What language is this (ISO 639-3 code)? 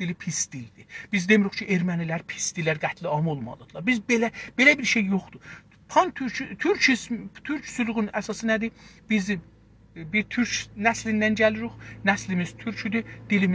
azb